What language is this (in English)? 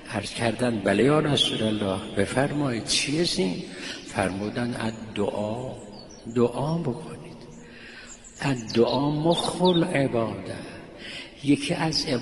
Persian